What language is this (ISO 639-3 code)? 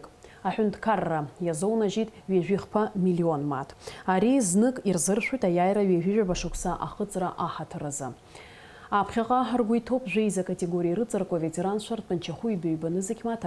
abk